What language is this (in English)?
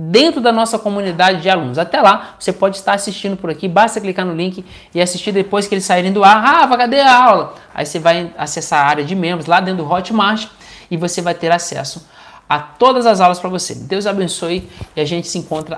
Portuguese